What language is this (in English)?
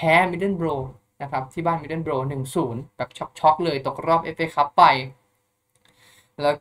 Thai